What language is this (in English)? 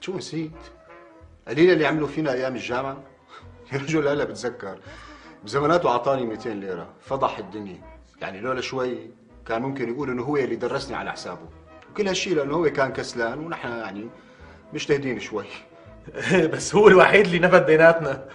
North Levantine Arabic